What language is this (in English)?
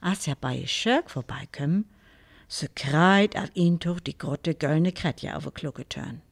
Northern Frisian